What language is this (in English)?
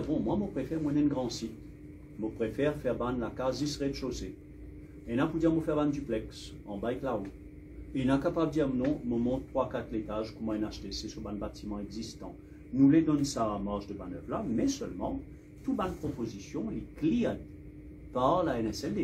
Morisyen